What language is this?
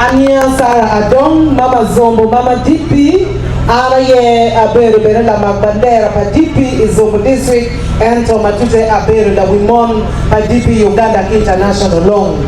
Acoli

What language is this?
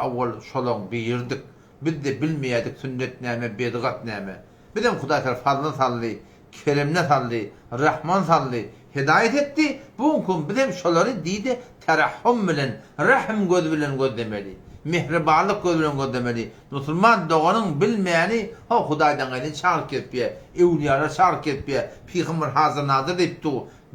Turkmen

